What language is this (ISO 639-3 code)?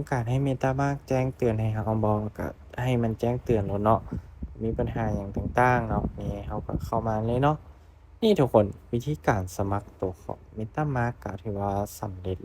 lao